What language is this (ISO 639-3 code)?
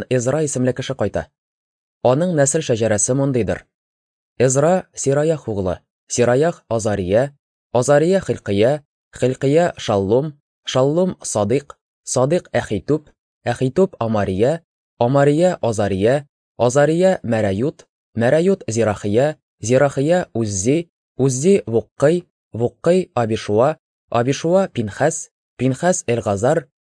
tat